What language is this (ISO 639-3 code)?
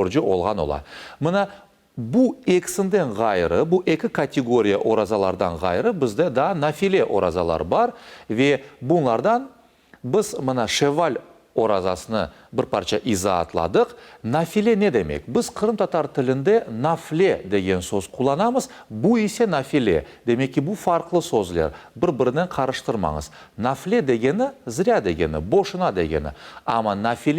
crh